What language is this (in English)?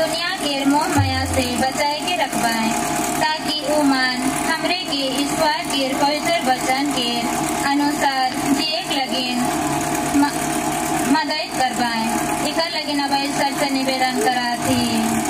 Sadri